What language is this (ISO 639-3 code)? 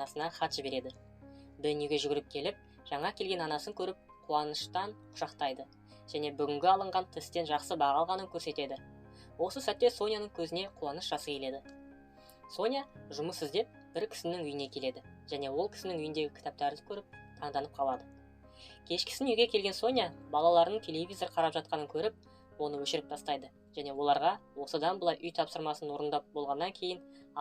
kaz